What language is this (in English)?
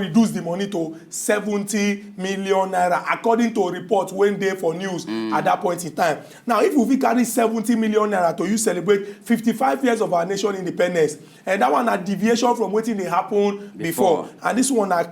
Nigerian Pidgin